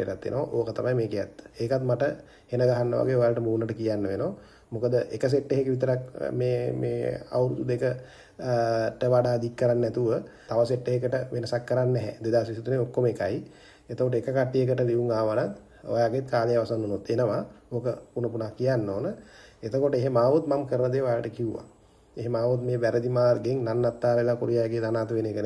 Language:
Sinhala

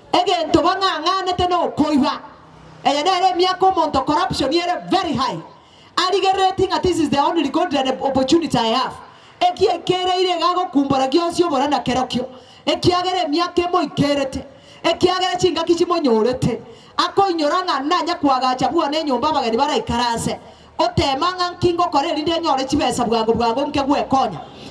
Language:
Gusii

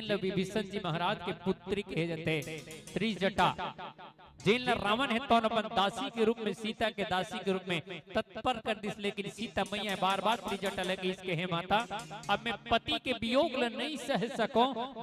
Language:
Chhattisgarhi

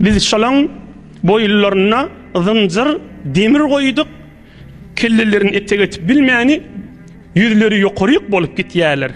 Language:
Turkmen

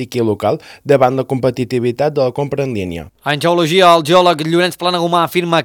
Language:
Catalan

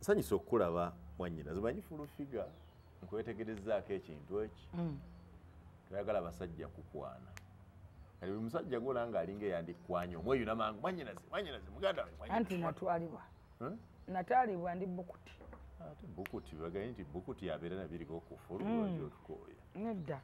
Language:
Ganda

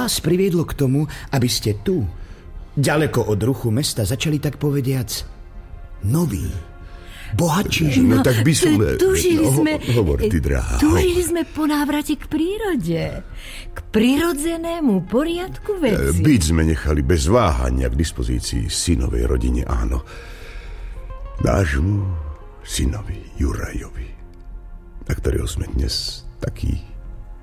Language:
Slovak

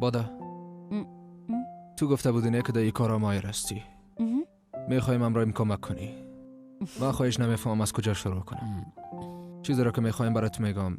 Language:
Persian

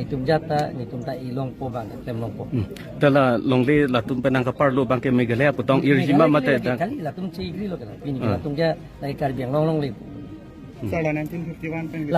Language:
Karbi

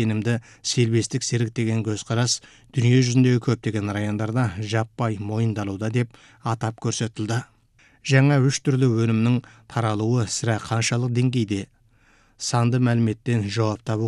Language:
Kazakh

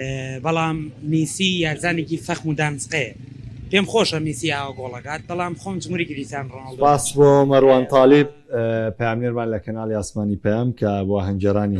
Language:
Central Kurdish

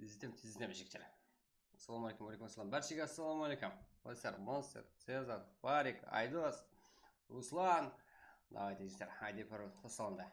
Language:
Kara-Kalpak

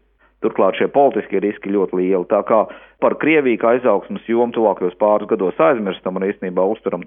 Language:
Latvian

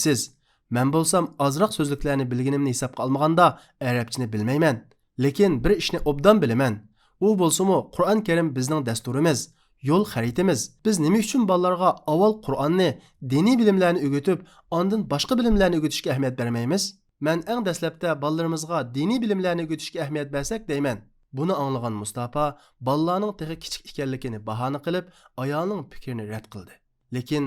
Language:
Uyghur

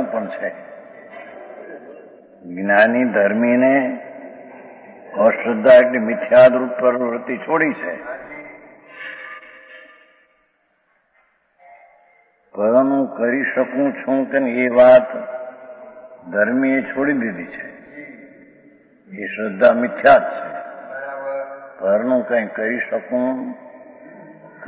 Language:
Gujarati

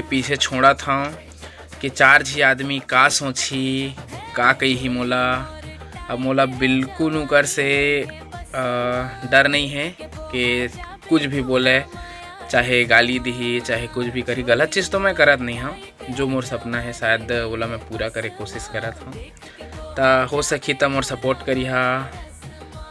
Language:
Chhattisgarhi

